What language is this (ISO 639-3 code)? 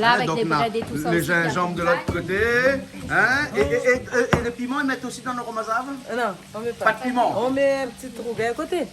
rcf